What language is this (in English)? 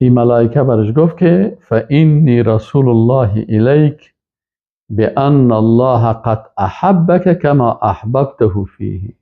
Persian